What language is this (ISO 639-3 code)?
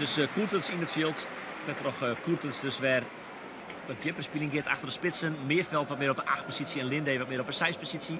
fry